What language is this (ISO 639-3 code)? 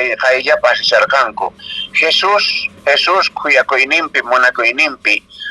que